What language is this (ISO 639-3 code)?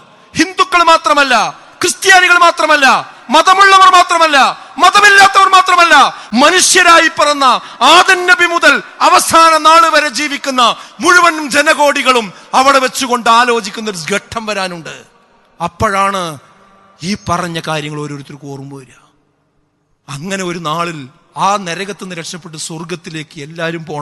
mal